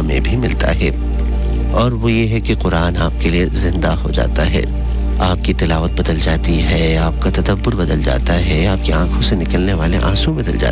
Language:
Urdu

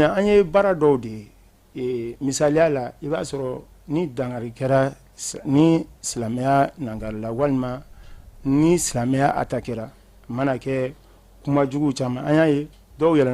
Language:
Bambara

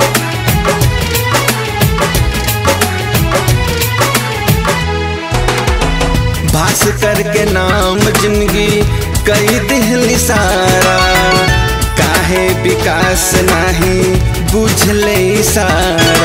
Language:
Bhojpuri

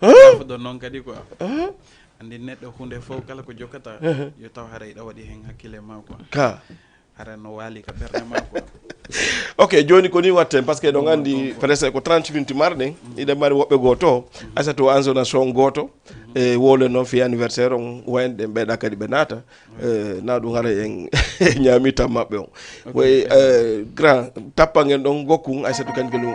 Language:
Fula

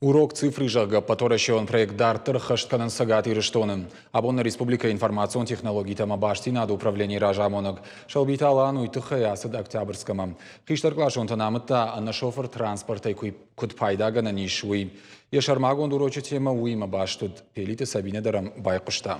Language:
Ossetic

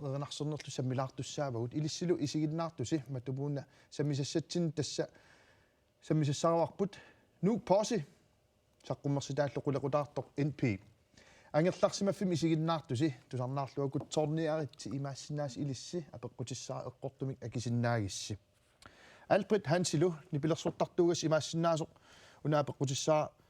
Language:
Kalaallisut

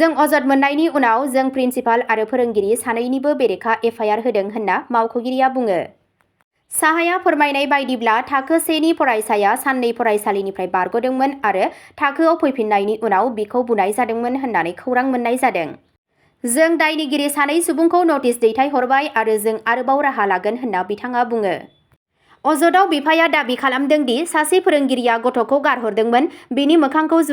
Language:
Bodo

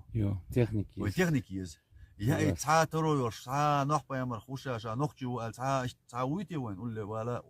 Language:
Chechen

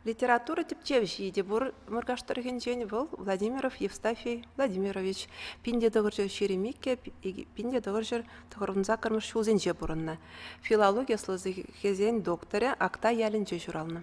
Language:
Chuvash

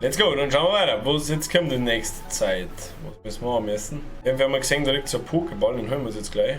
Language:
Bavarian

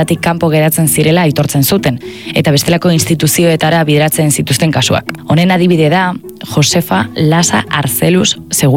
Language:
Basque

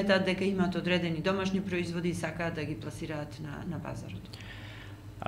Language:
Macedonian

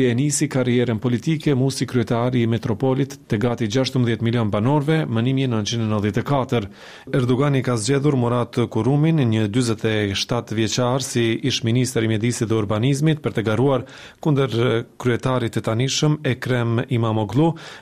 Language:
Albanian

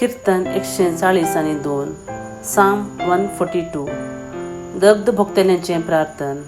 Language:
Konkani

